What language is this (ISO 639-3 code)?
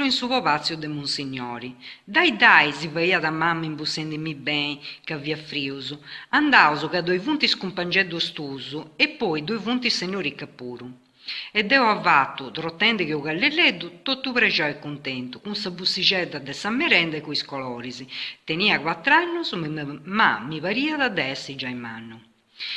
srd